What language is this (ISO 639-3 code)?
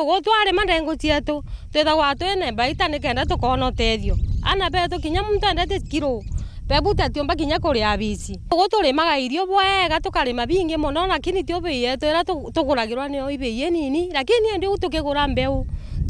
mer